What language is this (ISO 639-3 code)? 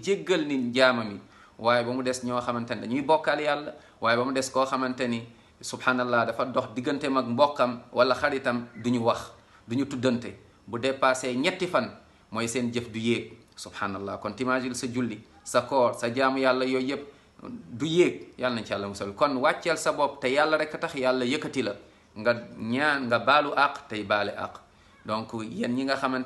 wol